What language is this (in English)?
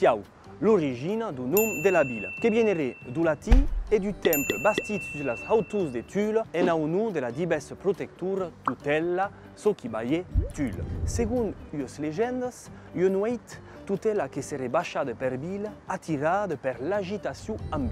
Occitan